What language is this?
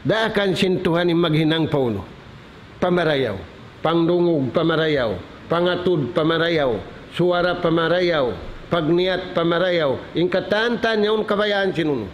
Tausug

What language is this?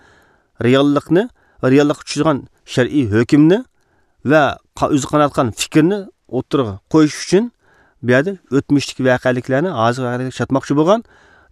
Uyghur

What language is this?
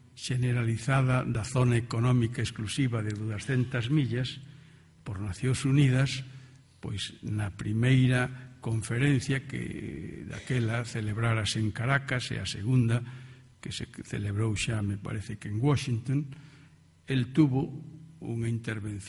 Galician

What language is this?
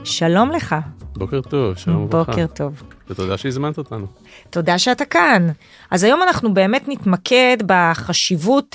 Hebrew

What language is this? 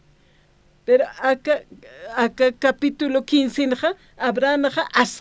Aymara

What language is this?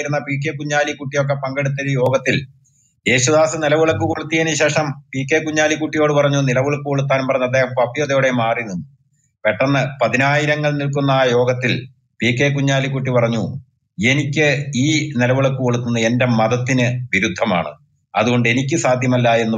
Malayalam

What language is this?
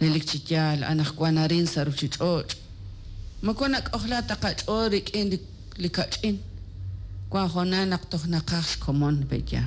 Kekchí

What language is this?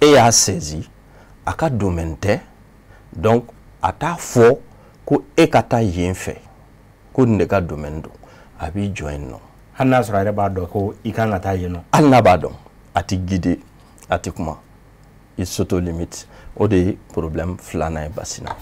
Bambara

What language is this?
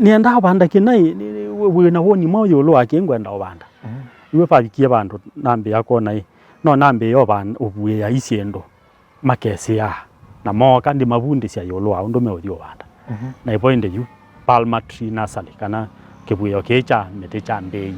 Kamba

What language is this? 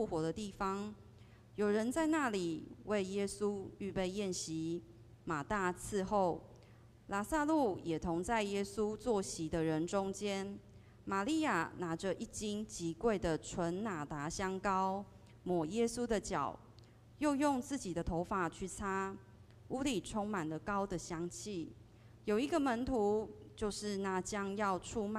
Min Nan Chinese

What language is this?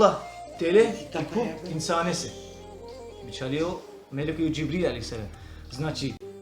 Balkan Romani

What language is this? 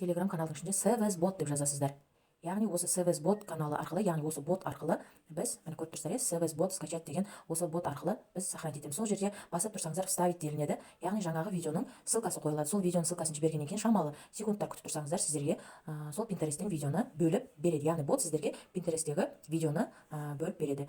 Kazakh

